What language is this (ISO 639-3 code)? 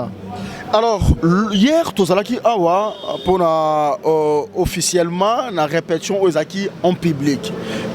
lin